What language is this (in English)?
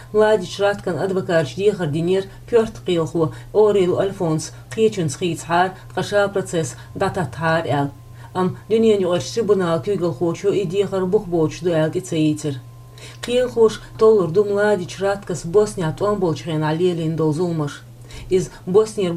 Chechen